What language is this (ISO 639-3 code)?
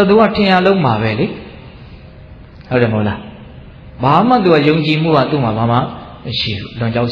mya